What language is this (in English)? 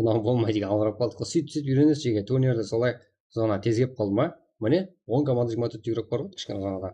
Kara-Kalpak